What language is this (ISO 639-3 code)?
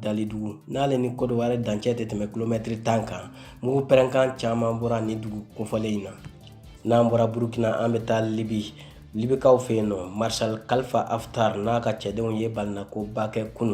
bam